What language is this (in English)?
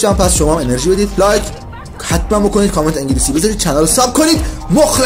Persian